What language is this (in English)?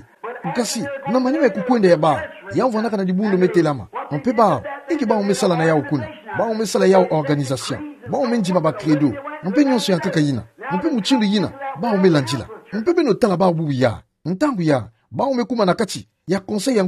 Kituba (Democratic Republic of Congo)